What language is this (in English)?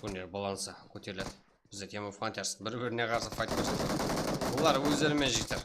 Kara-Kalpak